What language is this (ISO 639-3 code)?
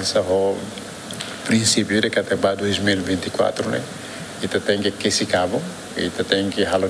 tet